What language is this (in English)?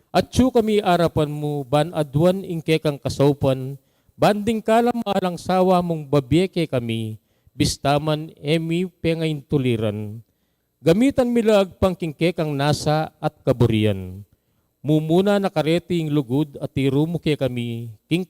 Pampanga